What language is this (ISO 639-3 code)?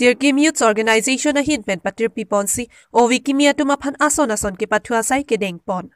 mjw